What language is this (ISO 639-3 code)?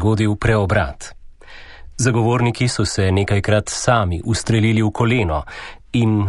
slv